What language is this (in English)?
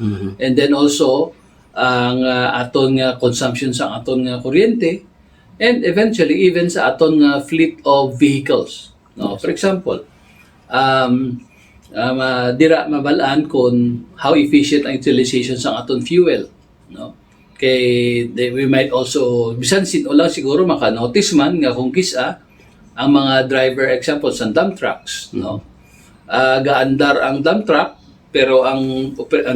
Hiligaynon